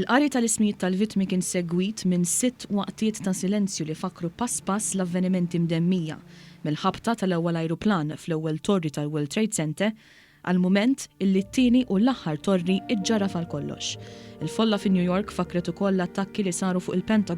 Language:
Maltese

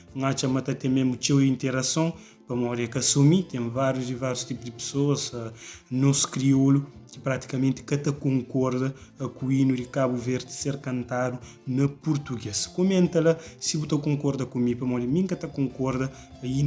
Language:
Kabuverdianu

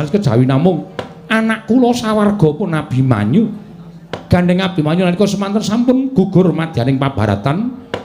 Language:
Javanese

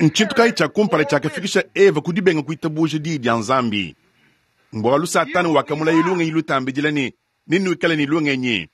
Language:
Luba-Lulua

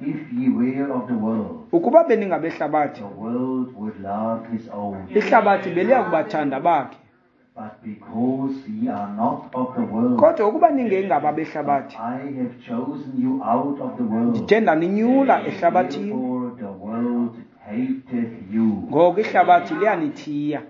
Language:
Xhosa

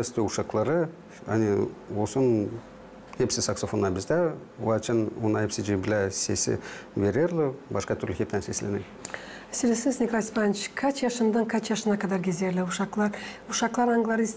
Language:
Gagauz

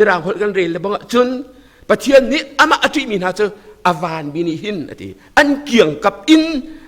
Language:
Hakha Chin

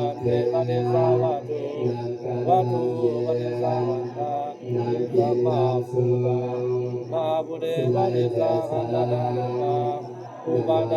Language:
Pali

